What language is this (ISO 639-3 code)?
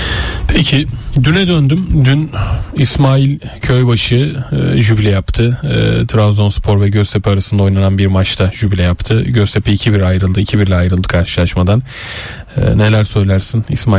tur